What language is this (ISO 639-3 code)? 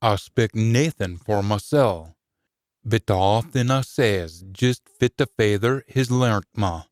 sco